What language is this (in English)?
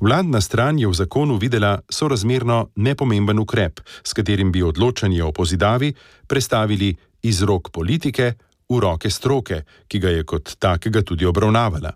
Slovenian